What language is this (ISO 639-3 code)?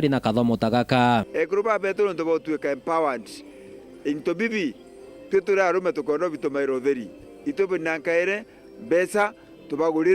mer